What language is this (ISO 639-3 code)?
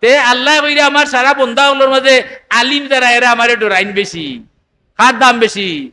syl